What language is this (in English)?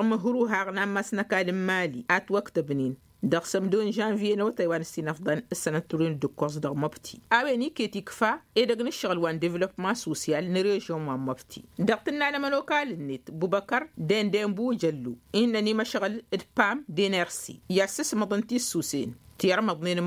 Tamasheq